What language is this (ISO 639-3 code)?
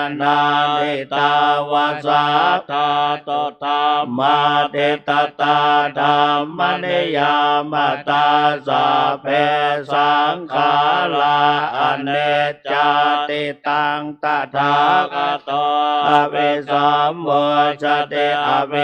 pli